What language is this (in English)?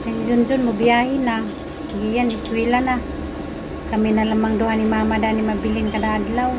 Cebuano